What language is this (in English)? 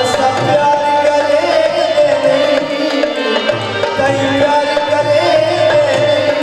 Saraiki